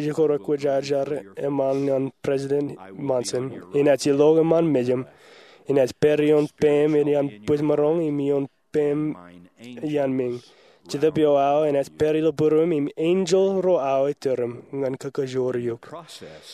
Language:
Marshallese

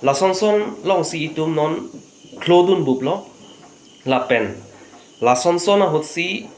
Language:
Karbi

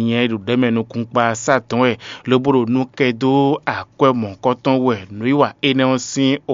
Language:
Fon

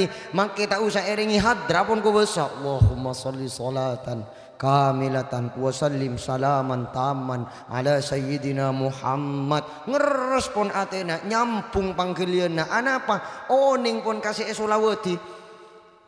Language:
Madurese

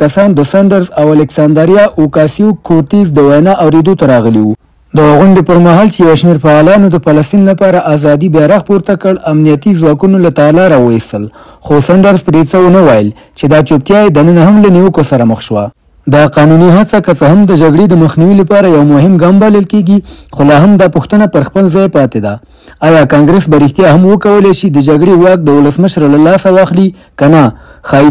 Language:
Pashto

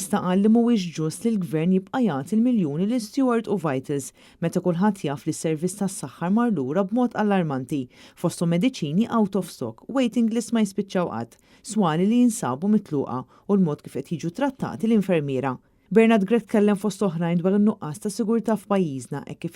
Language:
Maltese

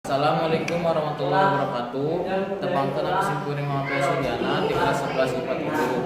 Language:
Sundanese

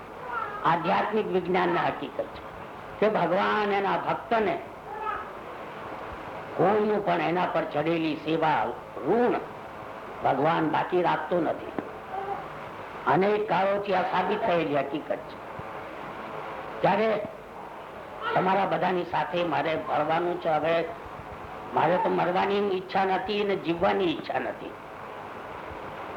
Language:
Gujarati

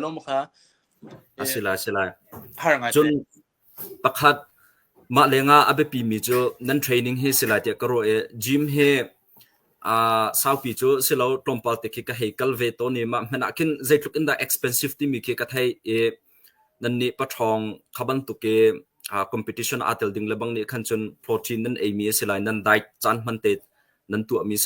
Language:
Hakha Chin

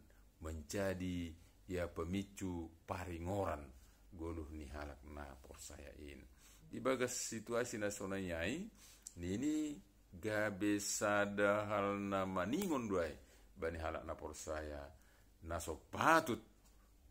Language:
Batak Simalungun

